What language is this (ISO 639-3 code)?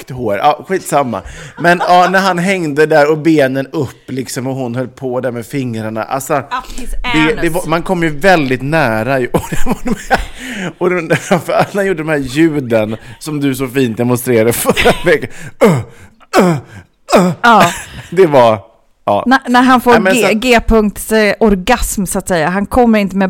swe